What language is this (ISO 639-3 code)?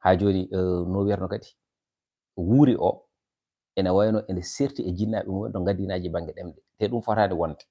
ful